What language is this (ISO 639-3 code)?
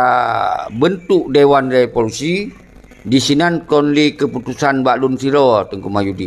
ace